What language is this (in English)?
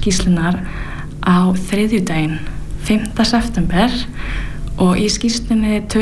Icelandic